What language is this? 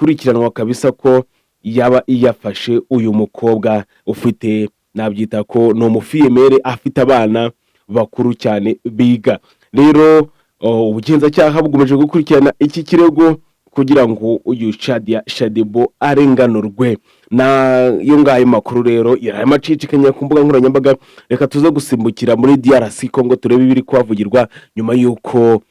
Kinyarwanda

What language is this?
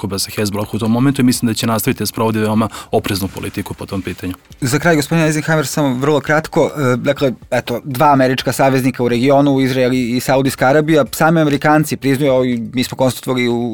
Serbian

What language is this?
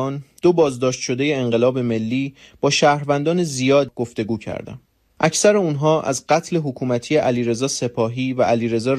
Persian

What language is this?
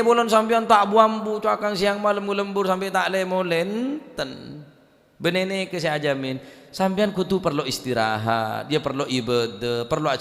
Madurese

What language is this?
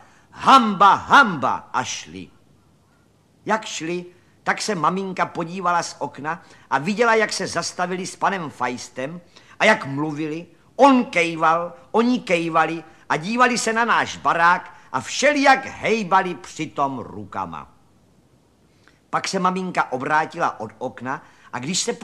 Czech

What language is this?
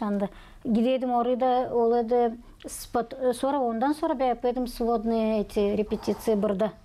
Gagauz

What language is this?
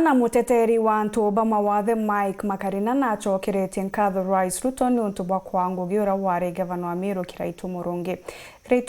Meru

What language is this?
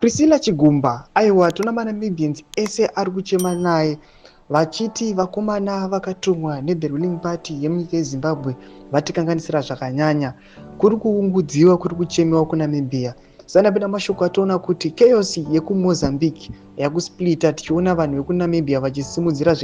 Shona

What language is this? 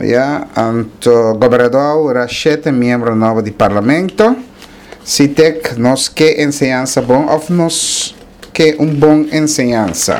Papiamento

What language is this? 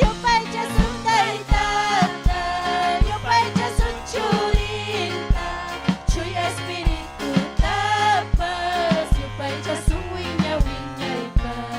Ayacucho Quechua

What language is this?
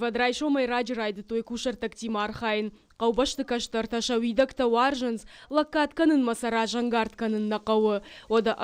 Ossetic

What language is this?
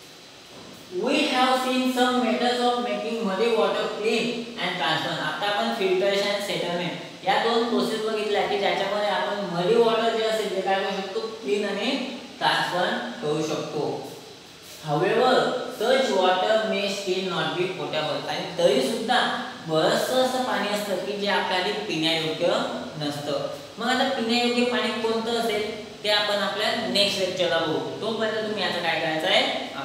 Marathi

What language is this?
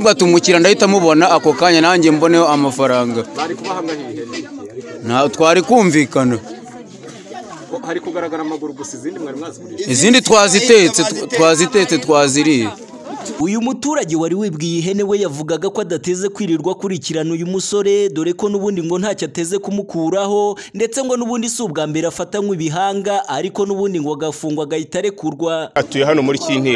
Kinyarwanda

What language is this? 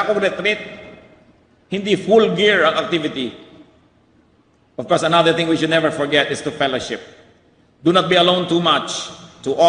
Filipino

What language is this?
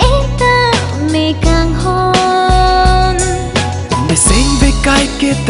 Karbi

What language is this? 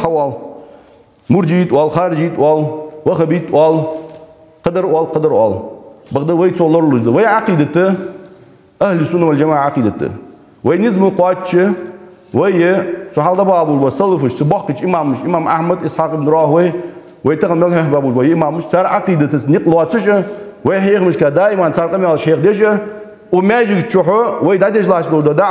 Ingush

